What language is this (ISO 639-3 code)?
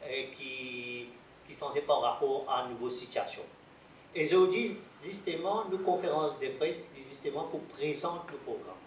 mfe